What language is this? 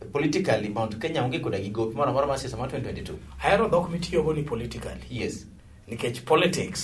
Luo (Kenya and Tanzania)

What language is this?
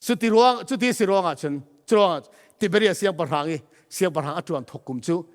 Falam Chin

